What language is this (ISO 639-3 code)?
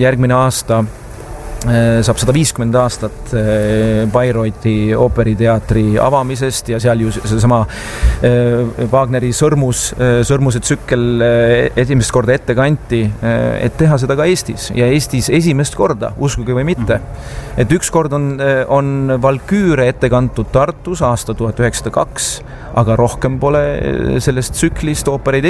est